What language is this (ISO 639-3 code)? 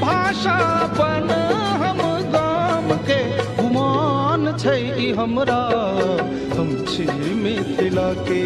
mai